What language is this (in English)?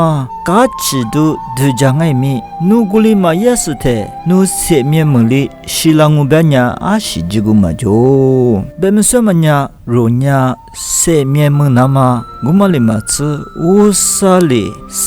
Lisu